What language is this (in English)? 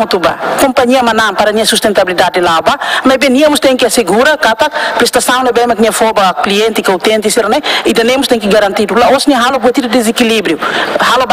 Tetum